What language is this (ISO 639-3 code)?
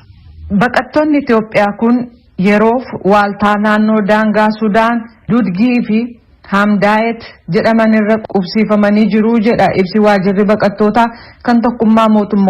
orm